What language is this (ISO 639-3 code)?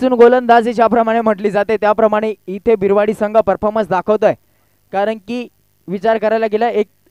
mar